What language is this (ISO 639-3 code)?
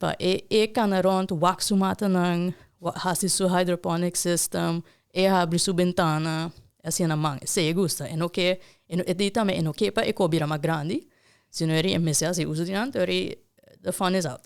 pap